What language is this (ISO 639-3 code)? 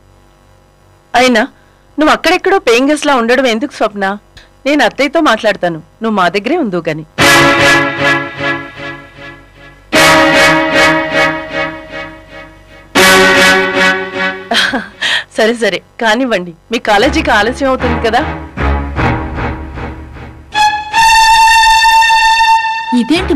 tel